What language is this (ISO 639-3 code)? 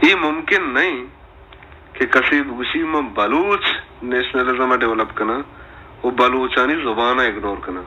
bal